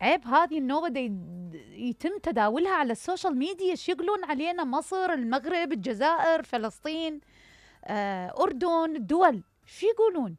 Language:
Mesopotamian Arabic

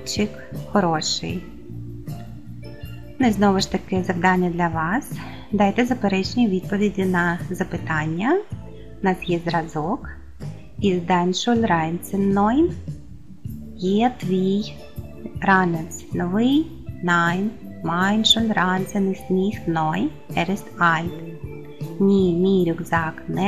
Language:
Ukrainian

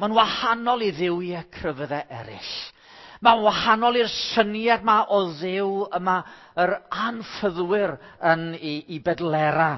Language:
Welsh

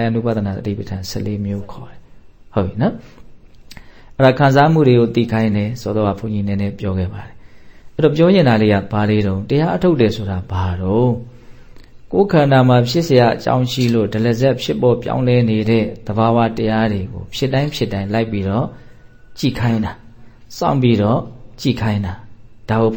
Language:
Burmese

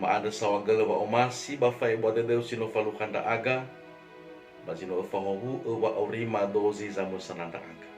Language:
Nias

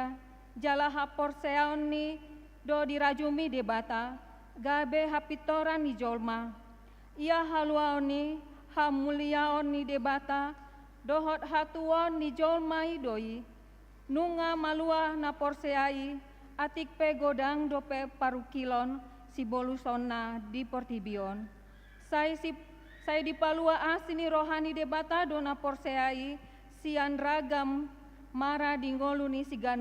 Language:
Batak Toba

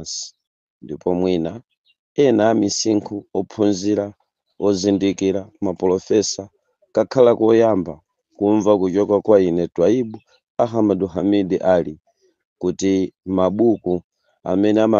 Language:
Nyanja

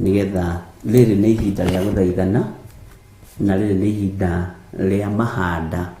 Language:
Kikuyu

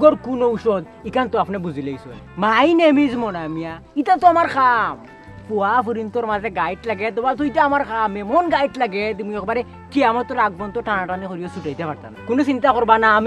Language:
Sylheti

